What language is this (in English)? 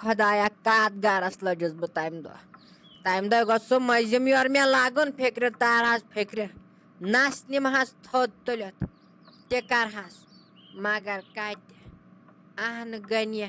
Kashmiri